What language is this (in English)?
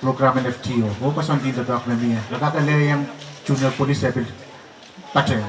Pohnpeian